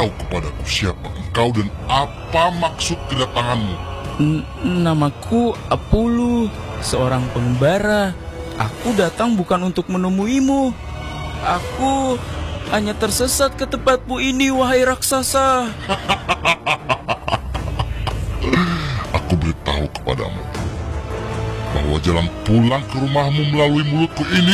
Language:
Indonesian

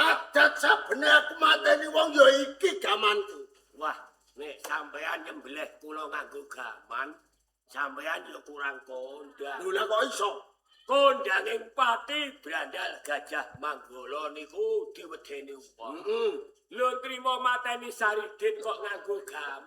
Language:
Javanese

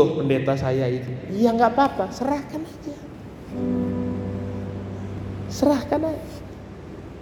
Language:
Indonesian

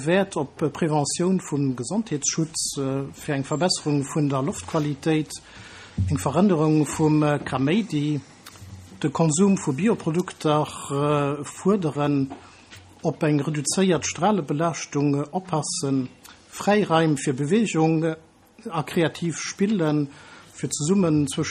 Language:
Luxembourgish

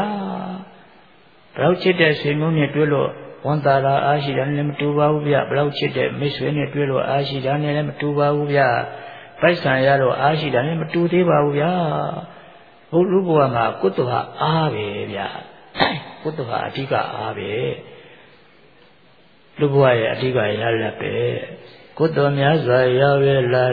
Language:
Burmese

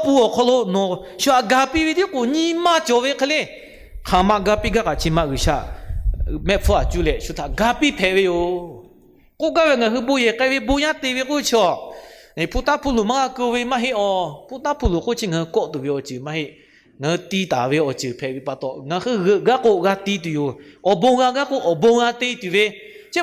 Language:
Lahu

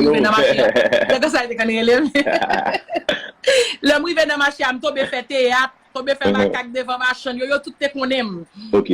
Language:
Haitian Creole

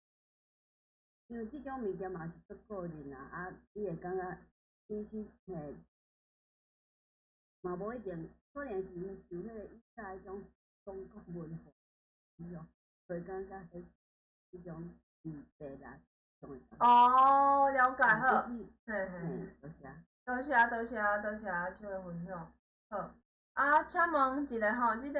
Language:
Min Nan Chinese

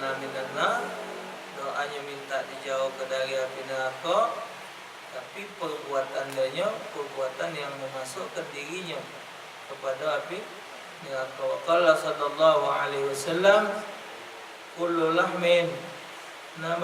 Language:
Musi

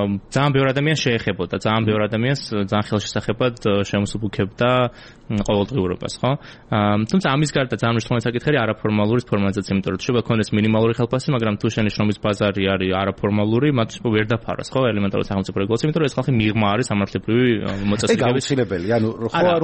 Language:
Georgian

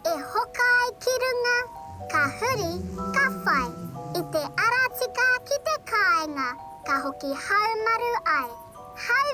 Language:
Māori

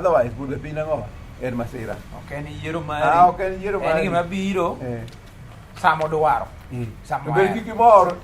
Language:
Luo (Kenya and Tanzania)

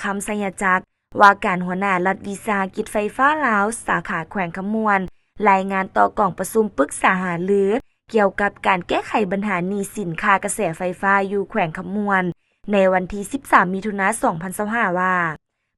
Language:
Lao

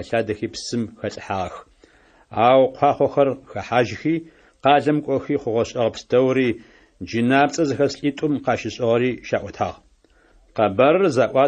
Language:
Adyghe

